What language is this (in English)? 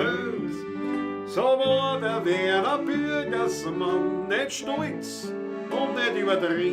Bavarian